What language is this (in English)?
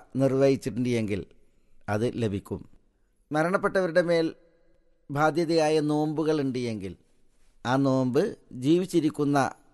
Malayalam